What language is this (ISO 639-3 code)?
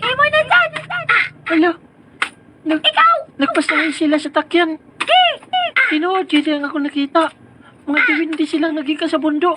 ceb